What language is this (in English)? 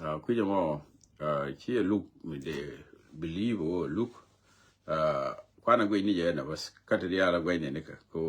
Nuer